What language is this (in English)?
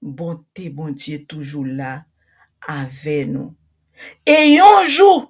Haitian Creole